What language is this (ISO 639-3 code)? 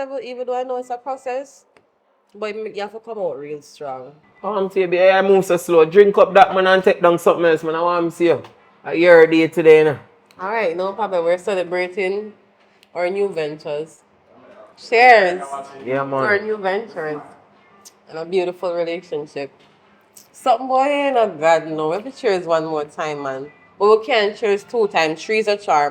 jam